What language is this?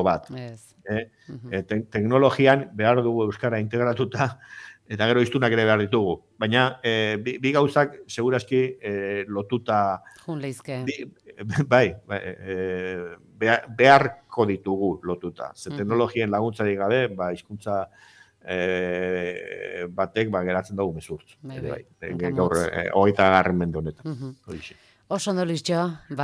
Basque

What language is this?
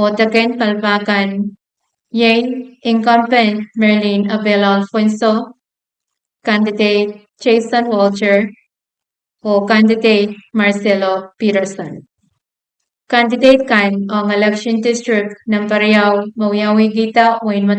Pohnpeian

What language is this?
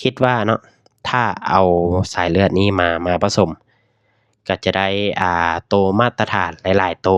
Lao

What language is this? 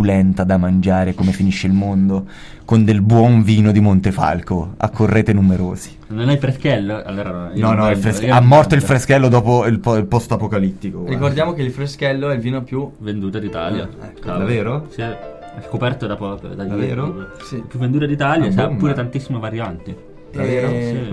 Italian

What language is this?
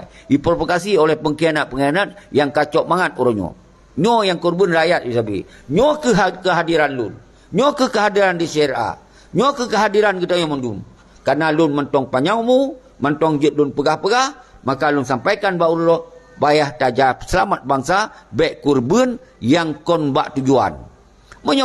Achinese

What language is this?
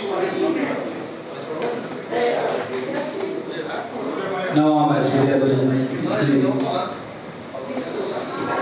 Portuguese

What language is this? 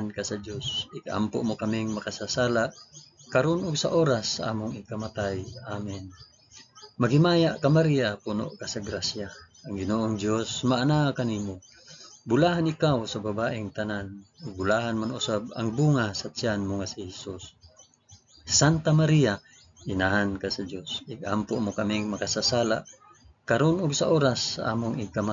Cebuano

